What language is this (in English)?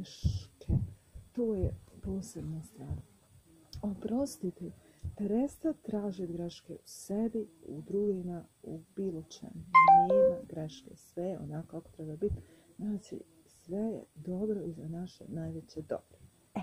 Croatian